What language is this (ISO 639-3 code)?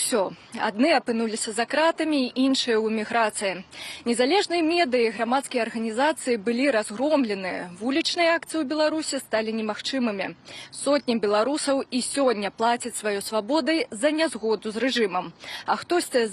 bel